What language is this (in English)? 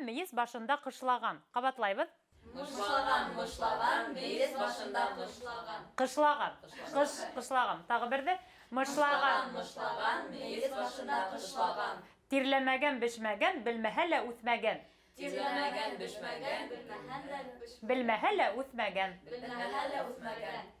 Bashkir